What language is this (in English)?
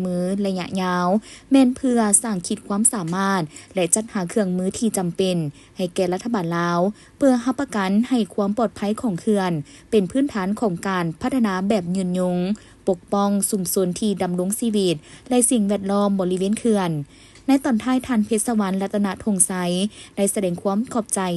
Lao